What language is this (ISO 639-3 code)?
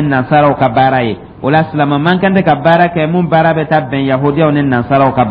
dyu